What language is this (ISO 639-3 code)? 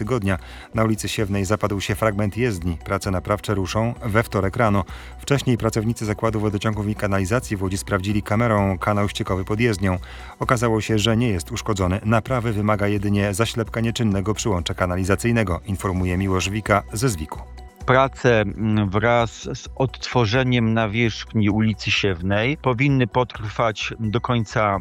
pol